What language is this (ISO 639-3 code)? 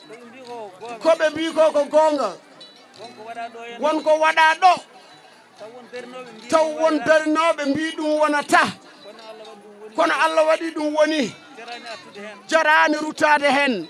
ful